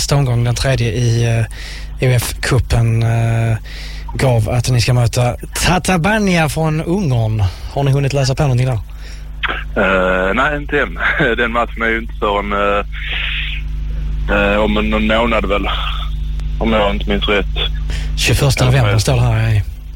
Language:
Swedish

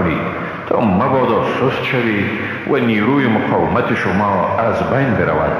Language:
Persian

